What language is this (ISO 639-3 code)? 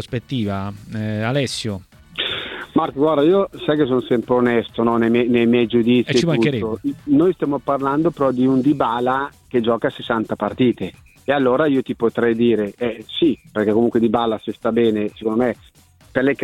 ita